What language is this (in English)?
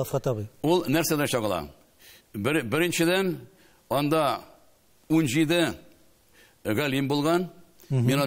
Tatar